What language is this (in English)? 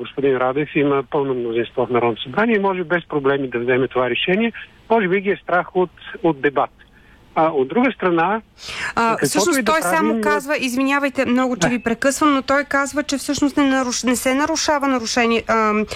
Bulgarian